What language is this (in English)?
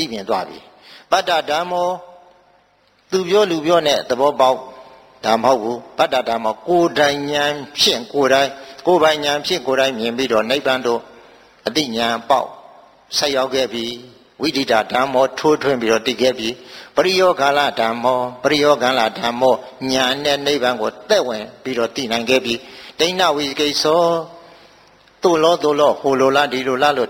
Burmese